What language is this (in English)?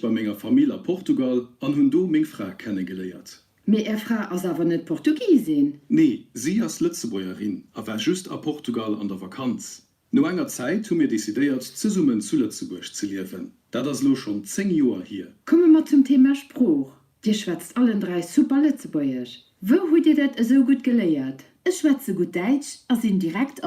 Luxembourgish